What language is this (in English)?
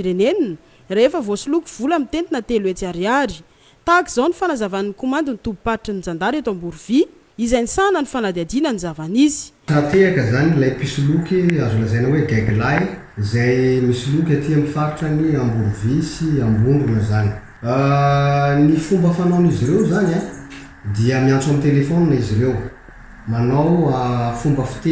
Malagasy